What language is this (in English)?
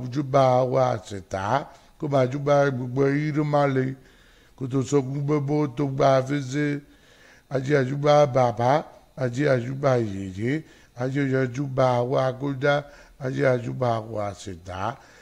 Yoruba